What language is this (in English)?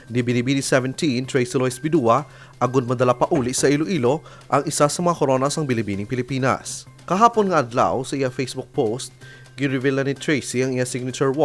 Hiligaynon